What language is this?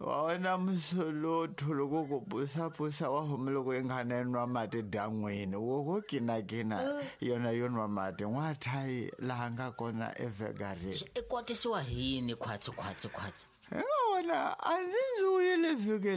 Tsonga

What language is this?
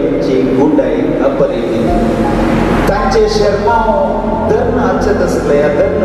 Konkani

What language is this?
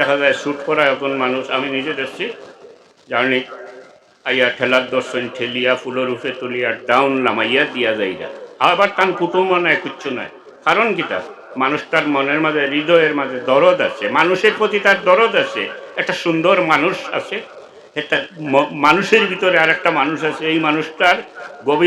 Sylheti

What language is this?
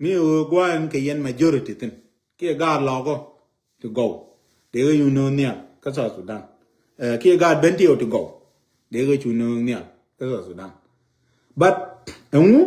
Nuer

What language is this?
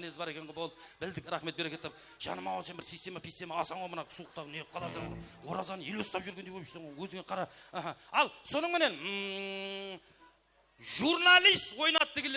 Kara-Kalpak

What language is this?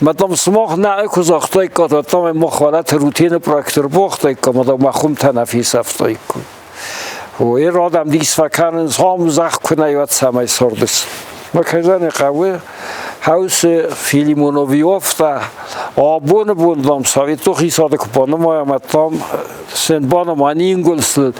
Ossetic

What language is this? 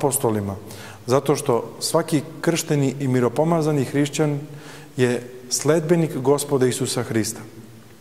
Serbian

